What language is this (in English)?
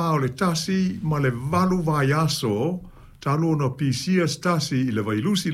Samoan